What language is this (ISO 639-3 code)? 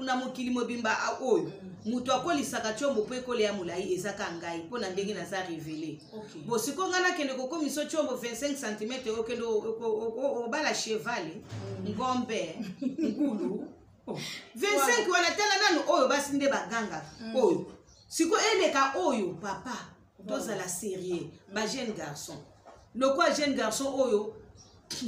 lin